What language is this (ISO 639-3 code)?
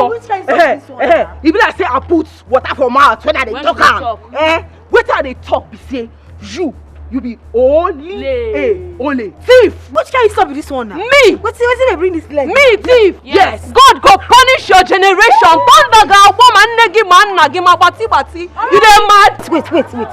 pcm